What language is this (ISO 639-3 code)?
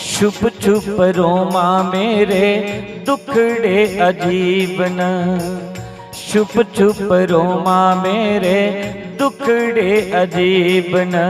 doi